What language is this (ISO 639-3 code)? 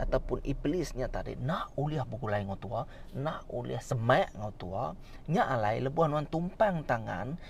iba